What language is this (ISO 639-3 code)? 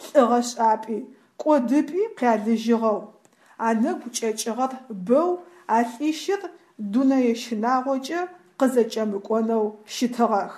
ady